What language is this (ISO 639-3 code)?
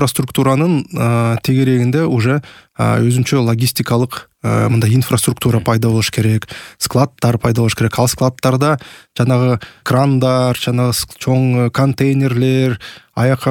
kir